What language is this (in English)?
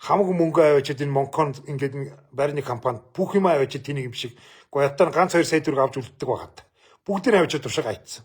Mongolian